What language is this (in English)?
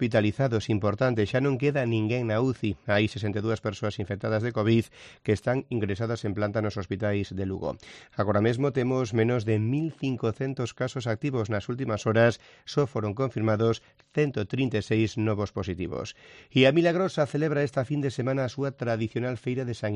Galician